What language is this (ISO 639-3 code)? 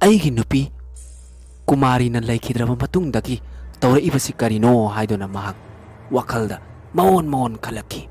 mni